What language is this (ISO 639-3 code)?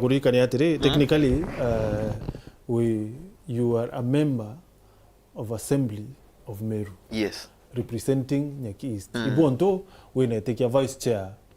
mer